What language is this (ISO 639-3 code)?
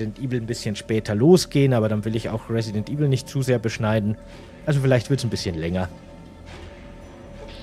deu